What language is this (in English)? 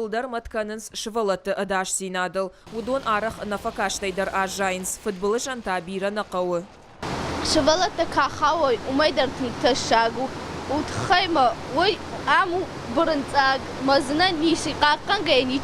Ossetic